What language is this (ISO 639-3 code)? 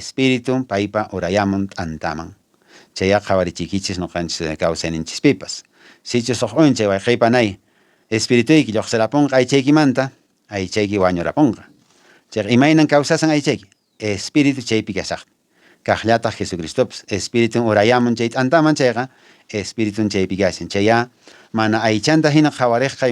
que